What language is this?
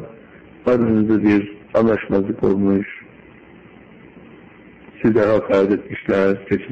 Turkish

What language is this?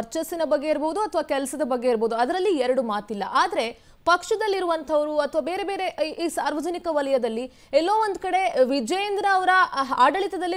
Kannada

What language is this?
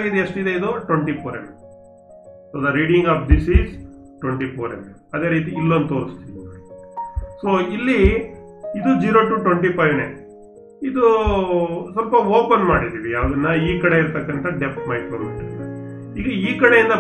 Kannada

